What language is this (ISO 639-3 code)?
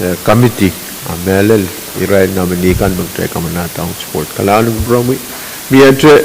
pon